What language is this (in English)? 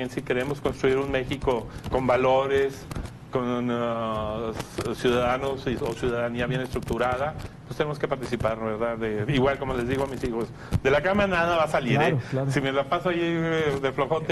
Spanish